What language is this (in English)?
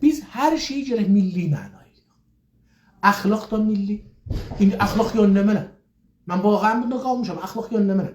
South Azerbaijani